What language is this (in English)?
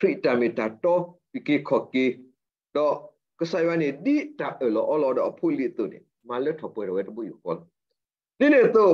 S'gaw Karen